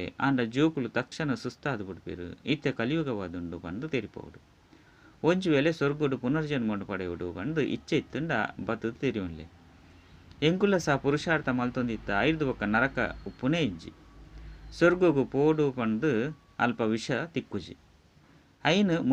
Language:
Tulu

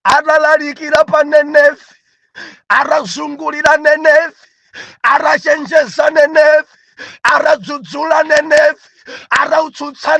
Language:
Nyanja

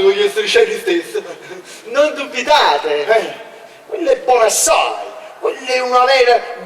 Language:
Neapolitan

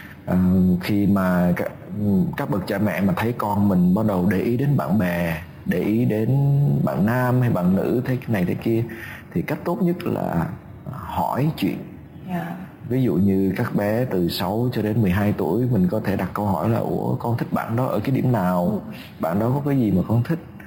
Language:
Vietnamese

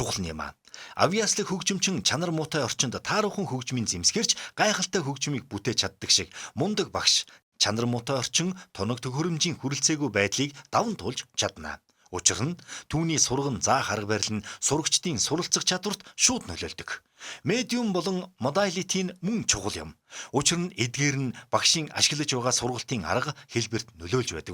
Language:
Mongolian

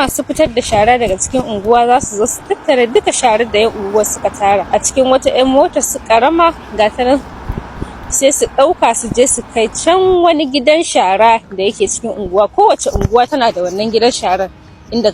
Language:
Hausa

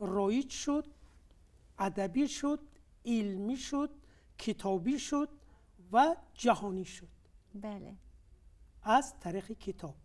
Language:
Tajik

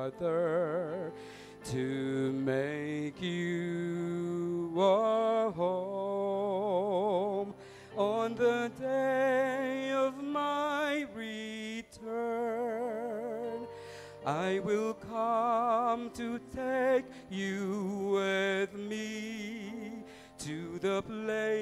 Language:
Pampanga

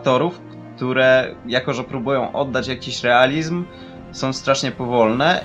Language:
Polish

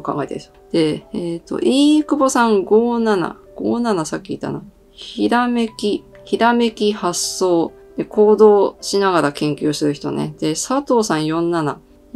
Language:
Japanese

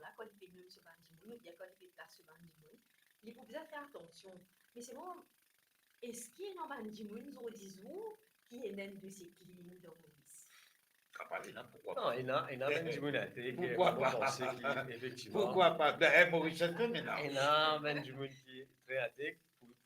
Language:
Morisyen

